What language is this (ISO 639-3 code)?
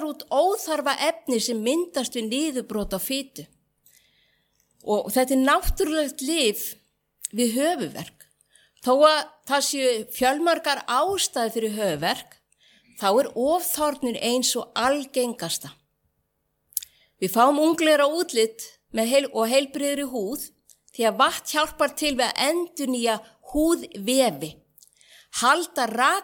isl